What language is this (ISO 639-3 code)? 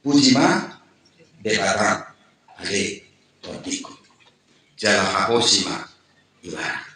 bbc